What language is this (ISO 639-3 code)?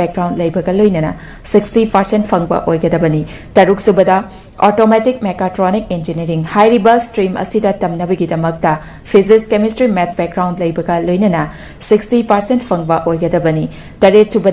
mni